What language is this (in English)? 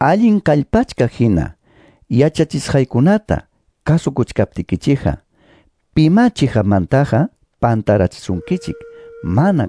Quechua